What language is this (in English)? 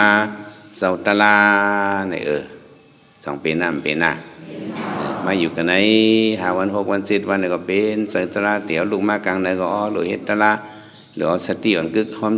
Shan